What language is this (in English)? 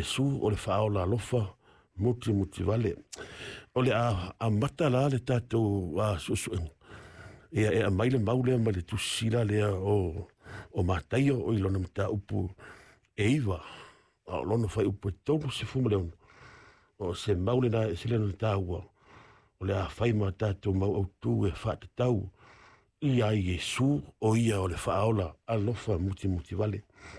Samoan